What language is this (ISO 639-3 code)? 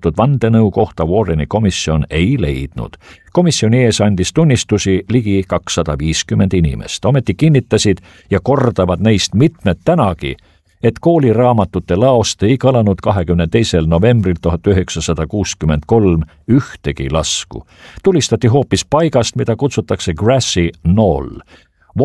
est